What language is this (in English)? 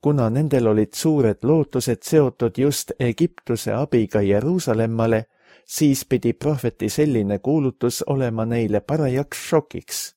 Estonian